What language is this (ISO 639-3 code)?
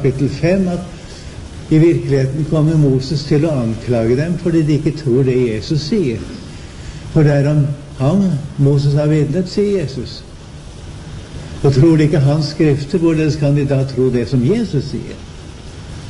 nor